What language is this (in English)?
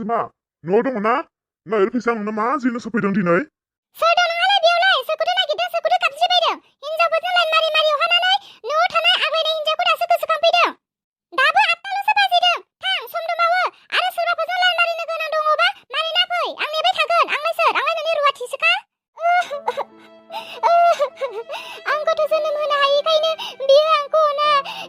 Bodo